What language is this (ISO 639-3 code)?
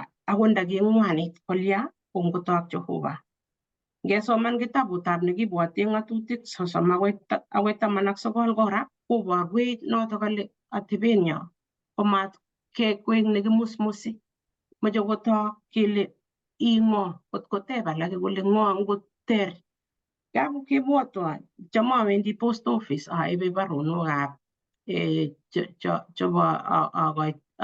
kln